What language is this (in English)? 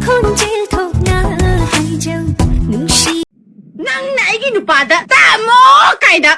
Manipuri